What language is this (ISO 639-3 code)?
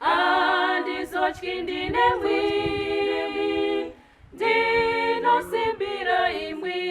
sna